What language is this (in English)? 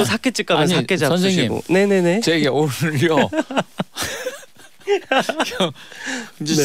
Korean